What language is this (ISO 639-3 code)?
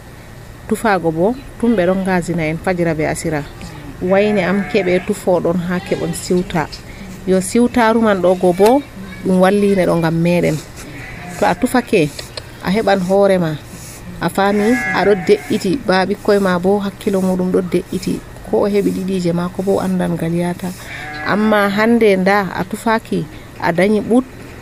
fuv